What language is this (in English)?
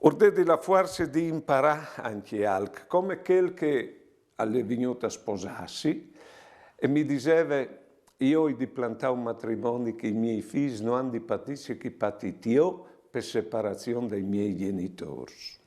Friulian